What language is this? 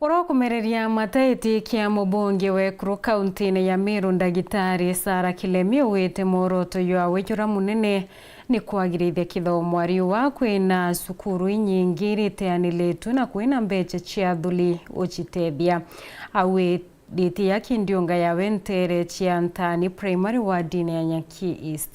Meru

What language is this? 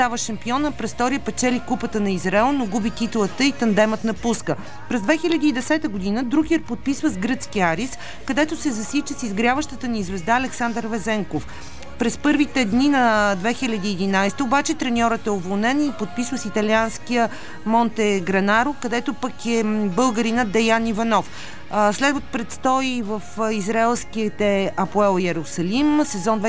Bulgarian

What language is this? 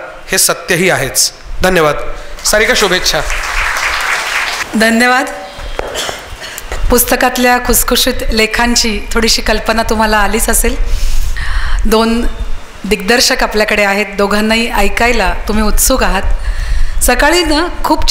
Marathi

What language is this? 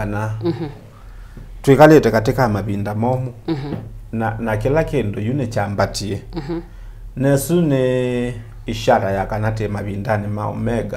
Kamba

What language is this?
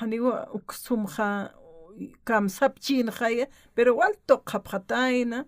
Aymara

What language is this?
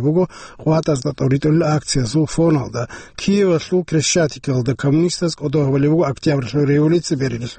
Avaric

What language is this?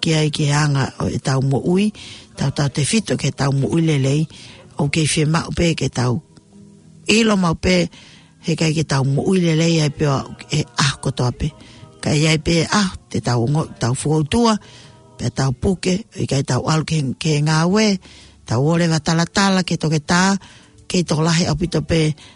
Tongan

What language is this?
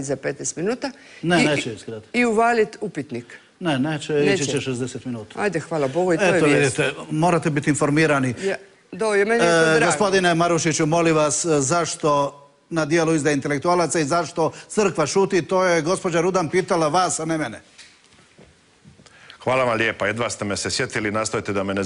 Croatian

